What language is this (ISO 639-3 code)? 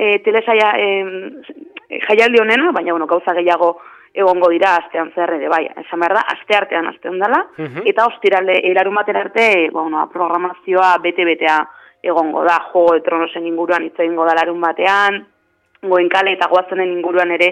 eus